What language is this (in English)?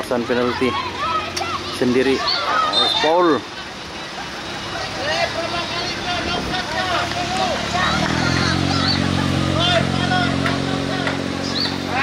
Malay